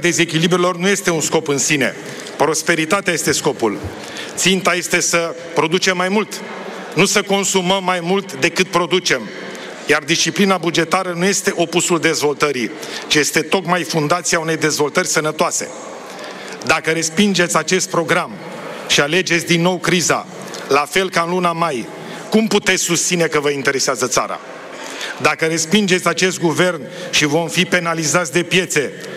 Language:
Romanian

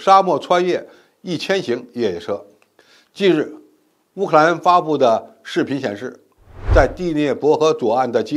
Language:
Chinese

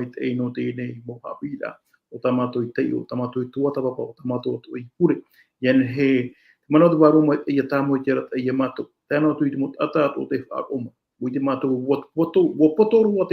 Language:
Tahitian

